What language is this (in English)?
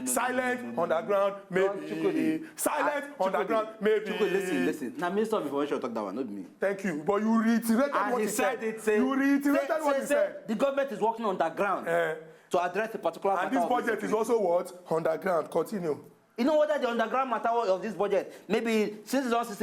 Nigerian Pidgin